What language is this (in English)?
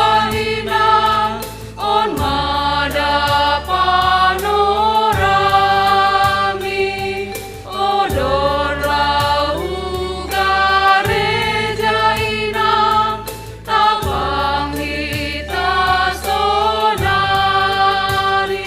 Batak Simalungun